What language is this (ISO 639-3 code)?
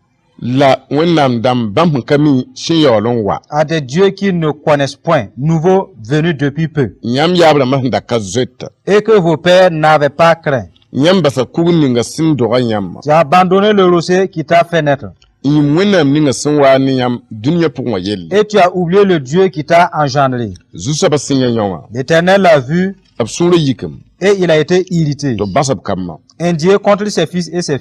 mos